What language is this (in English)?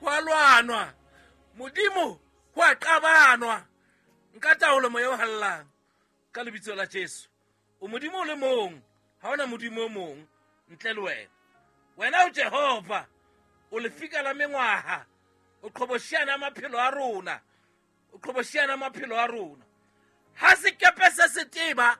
Southern Sotho